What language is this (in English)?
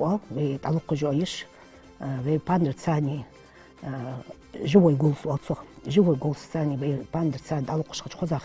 Ingush